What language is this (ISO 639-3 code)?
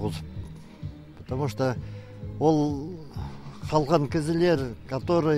kjh